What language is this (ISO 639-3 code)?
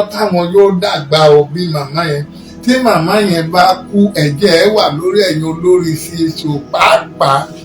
yor